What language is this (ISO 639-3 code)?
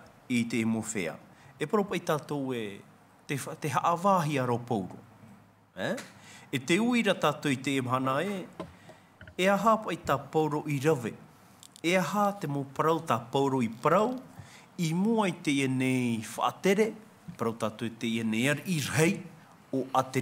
tah